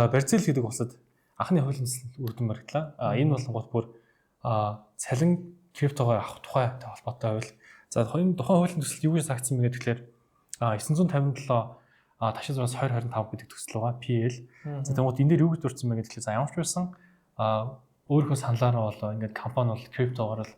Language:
Mongolian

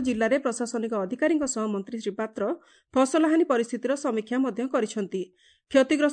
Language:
Odia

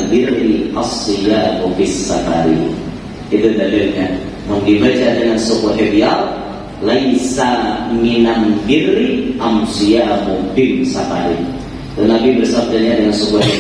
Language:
Banjar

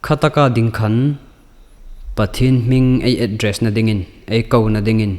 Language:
Hmar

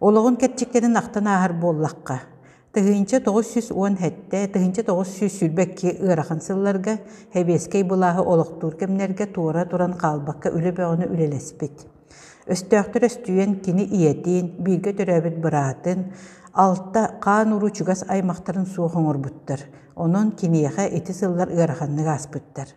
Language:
Yakut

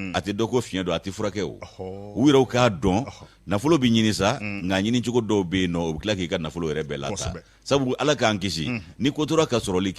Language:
Bambara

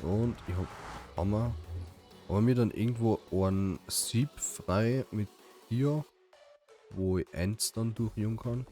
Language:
Bavarian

